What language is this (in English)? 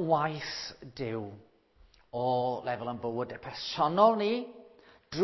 Welsh